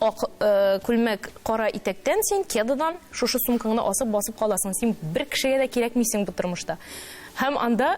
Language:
Tatar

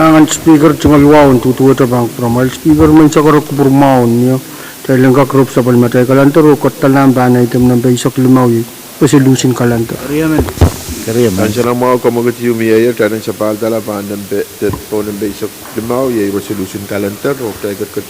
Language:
Pohnpeian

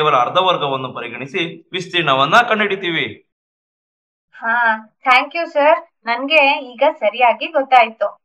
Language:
Kannada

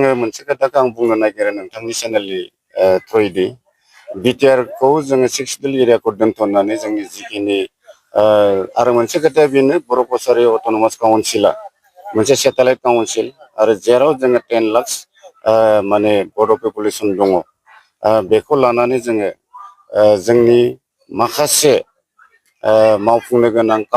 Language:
Bodo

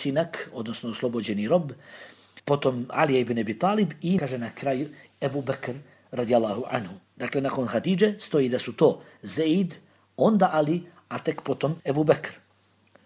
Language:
Bosnian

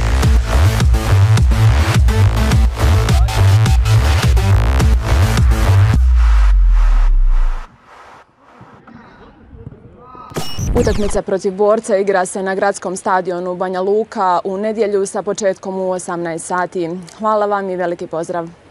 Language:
Bosnian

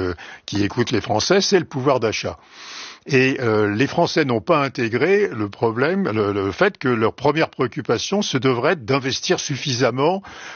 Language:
French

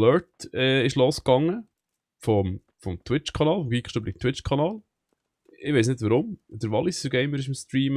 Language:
Swiss German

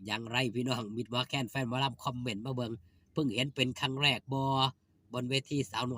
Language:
Northeastern Thai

